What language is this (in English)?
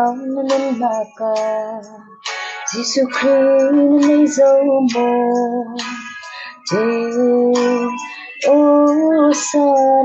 Falam Chin